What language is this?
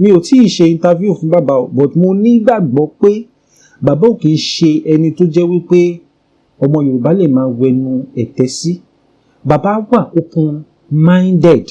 Yoruba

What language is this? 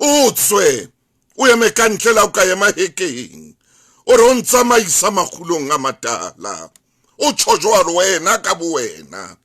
Southern Sotho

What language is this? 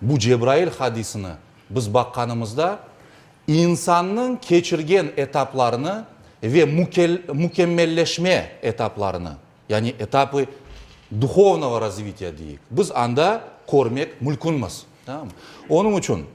Crimean Tatar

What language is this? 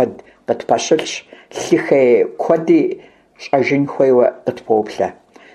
Kabardian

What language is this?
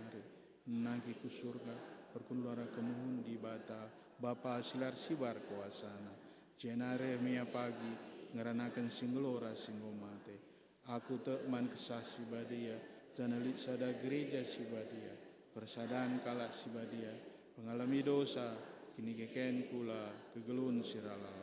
Batak Karo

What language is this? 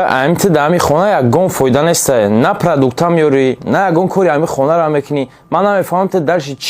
Tajik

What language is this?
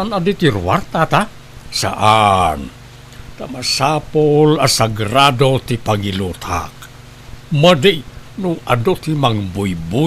Iloko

